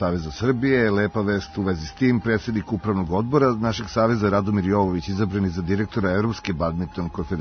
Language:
Serbian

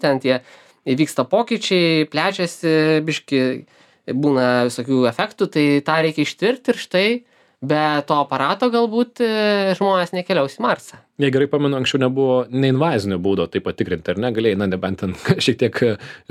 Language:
Lithuanian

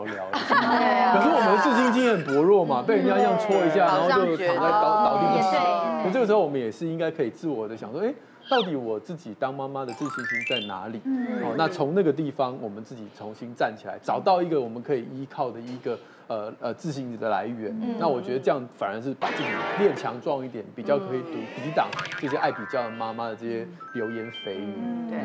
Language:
Chinese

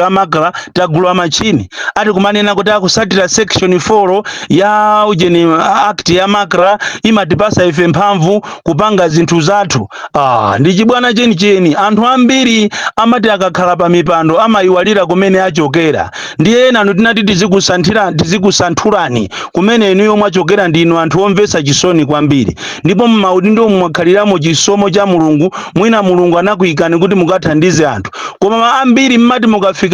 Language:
Nyanja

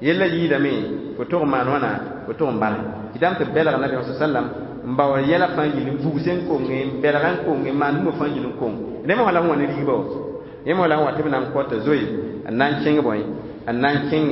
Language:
Mossi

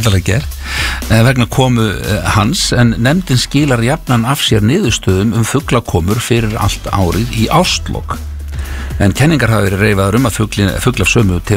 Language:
Icelandic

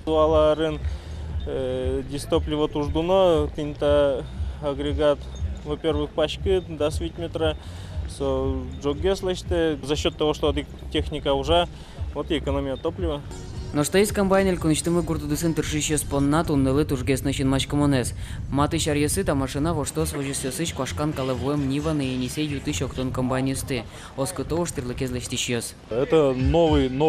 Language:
Udmurt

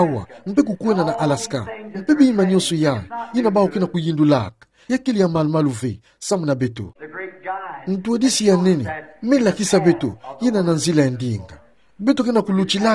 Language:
Kituba (Democratic Republic of Congo)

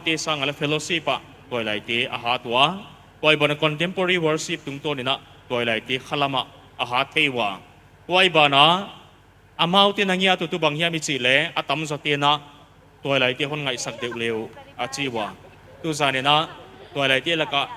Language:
Paite Chin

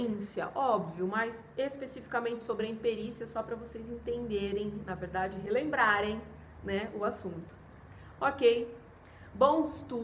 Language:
Portuguese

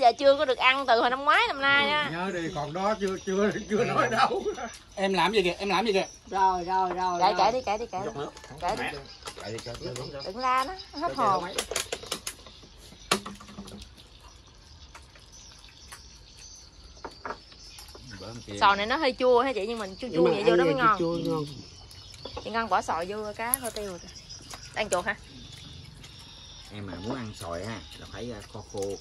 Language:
Vietnamese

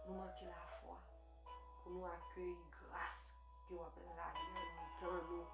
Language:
Haitian Creole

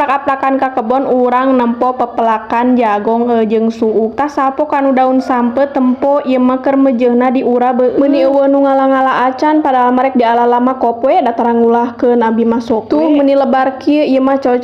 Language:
Sundanese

